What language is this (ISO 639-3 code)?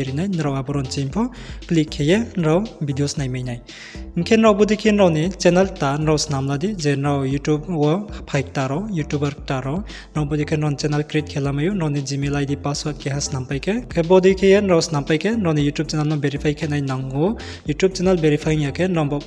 ria